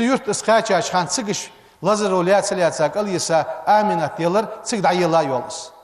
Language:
Ingush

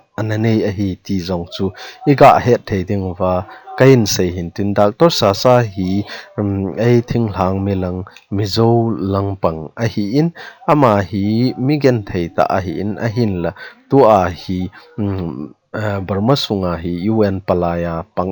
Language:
Thado Chin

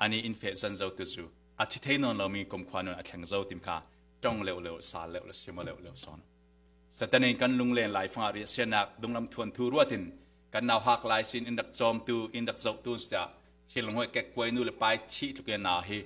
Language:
Falam Chin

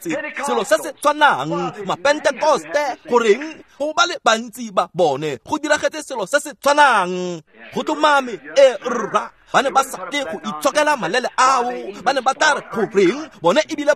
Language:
Tswana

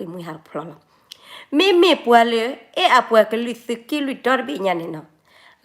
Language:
S'gaw Karen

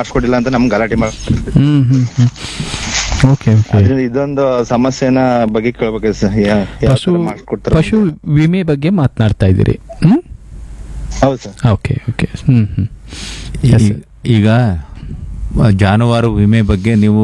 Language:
Kannada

